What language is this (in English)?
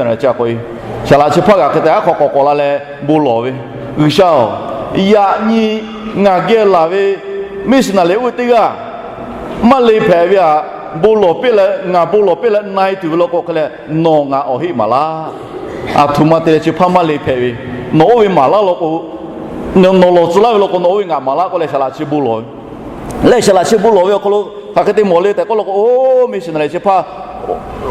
Lahu